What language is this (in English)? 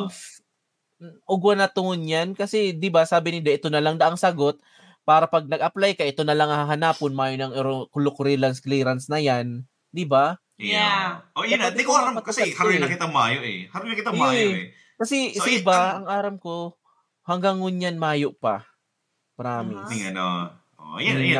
Bikol